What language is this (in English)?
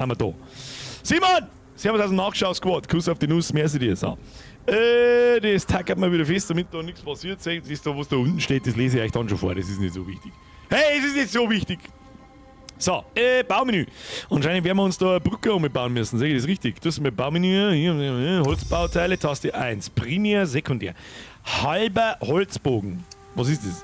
Bavarian